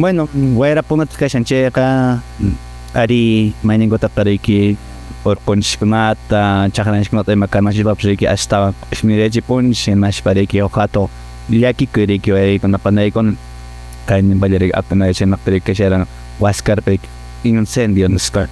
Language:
Quechua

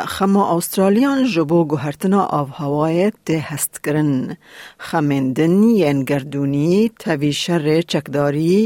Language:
Kurdish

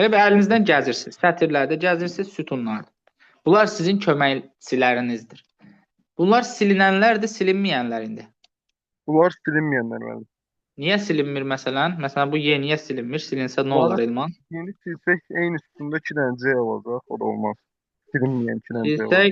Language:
Azerbaijani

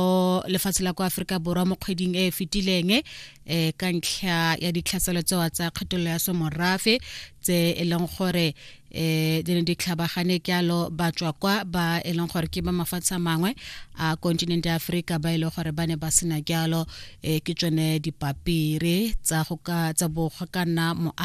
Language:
Tswana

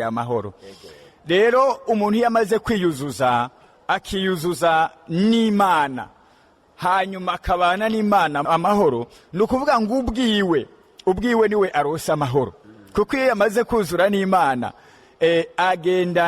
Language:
Rundi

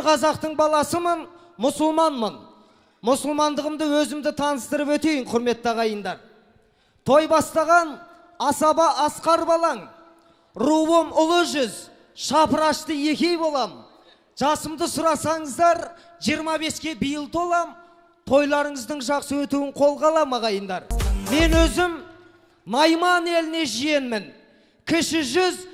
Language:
Kazakh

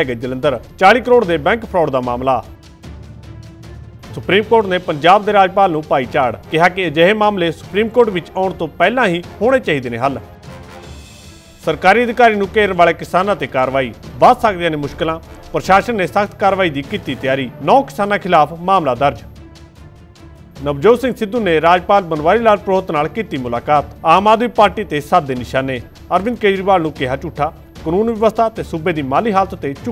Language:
Punjabi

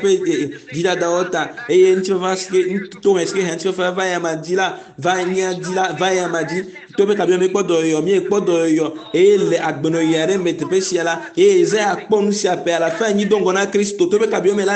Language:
Ewe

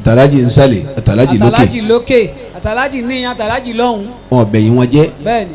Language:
Yoruba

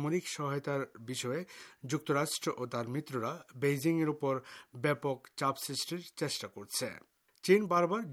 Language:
Bangla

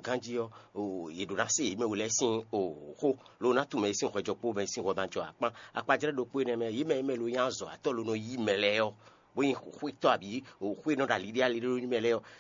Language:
Fon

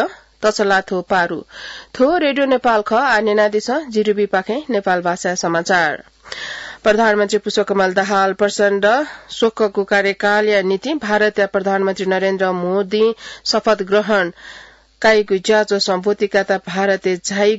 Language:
Newari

